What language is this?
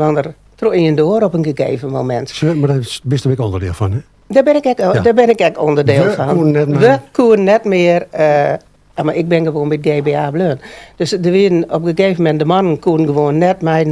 Western Frisian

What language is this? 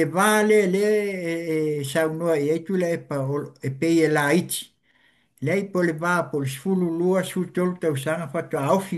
Samoan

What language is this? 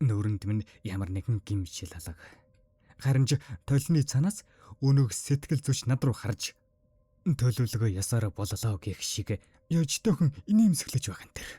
Mongolian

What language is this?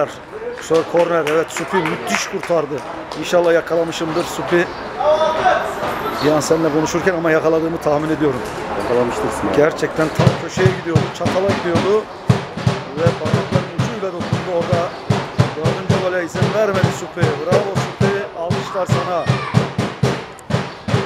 Turkish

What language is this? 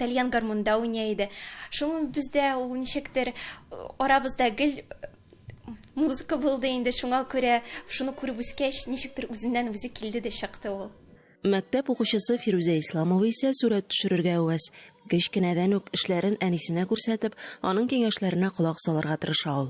Tatar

